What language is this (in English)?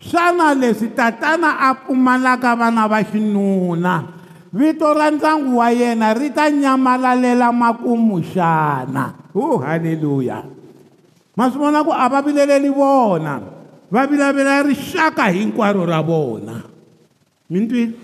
Tsonga